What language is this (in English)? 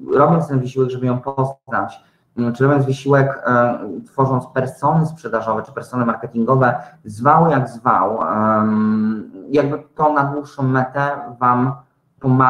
Polish